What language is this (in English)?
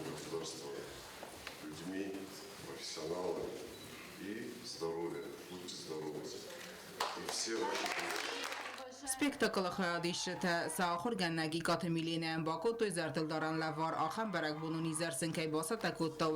Ossetic